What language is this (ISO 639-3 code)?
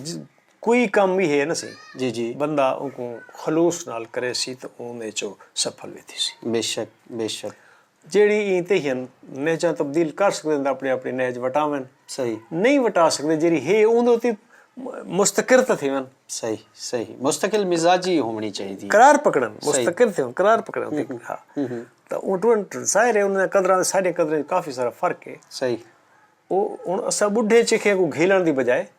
skr